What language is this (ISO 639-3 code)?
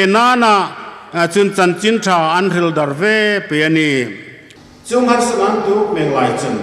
hmr